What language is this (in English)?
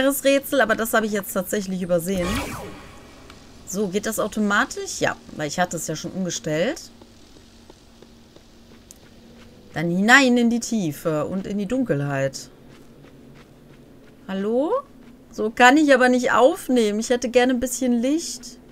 German